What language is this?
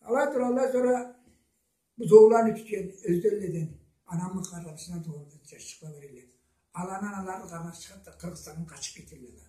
Karachay-Balkar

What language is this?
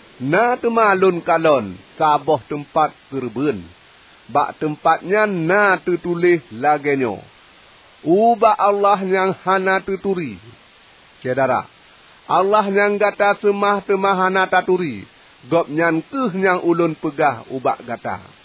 Achinese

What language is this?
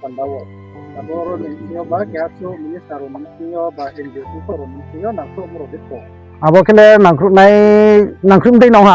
Riang (India)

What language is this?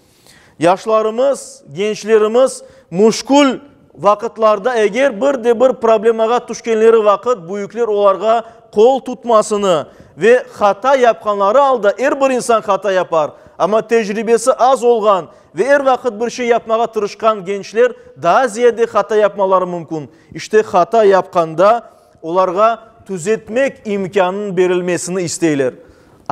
Crimean Tatar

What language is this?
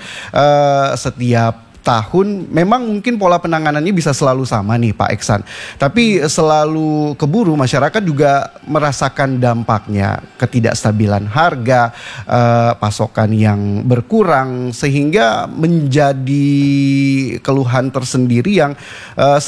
Indonesian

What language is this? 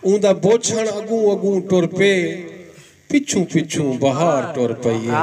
Saraiki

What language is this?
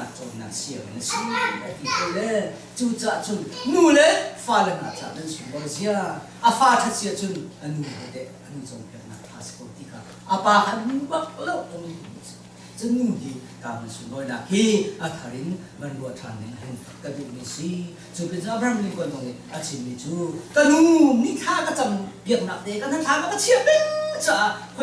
Hakha Chin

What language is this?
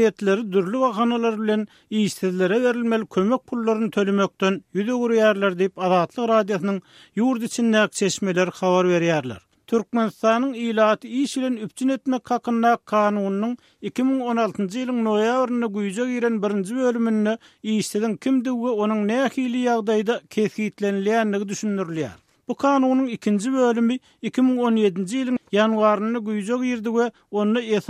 Turkmen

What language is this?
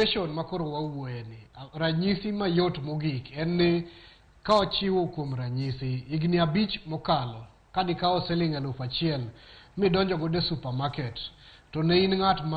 Luo (Kenya and Tanzania)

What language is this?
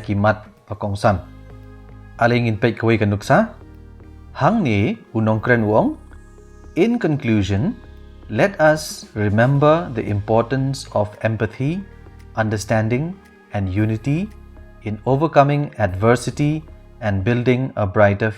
Khasi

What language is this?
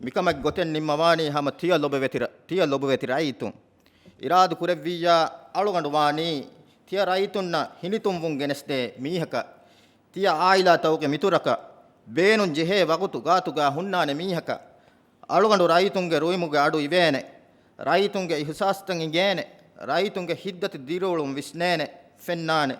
Divehi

